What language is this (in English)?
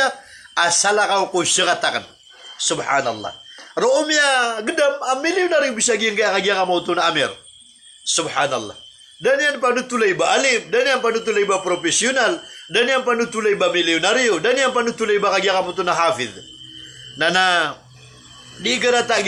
Maranao